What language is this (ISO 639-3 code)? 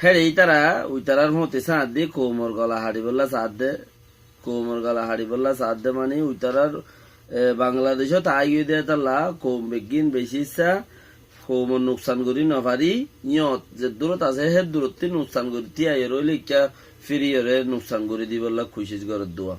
rhg